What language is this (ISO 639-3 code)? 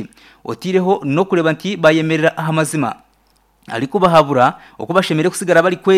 nyn